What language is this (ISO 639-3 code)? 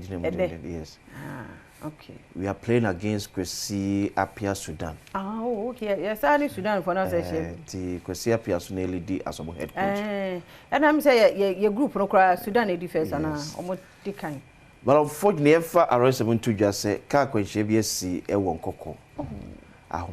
aka